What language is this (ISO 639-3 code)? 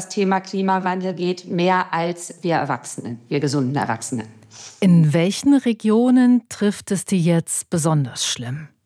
deu